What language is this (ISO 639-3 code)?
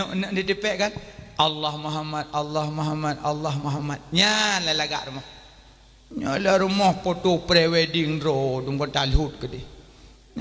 ace